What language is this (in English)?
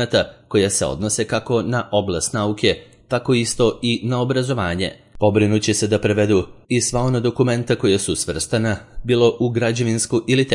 Serbian